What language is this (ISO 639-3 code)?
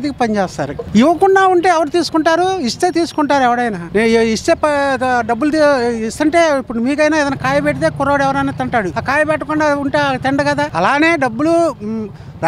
tel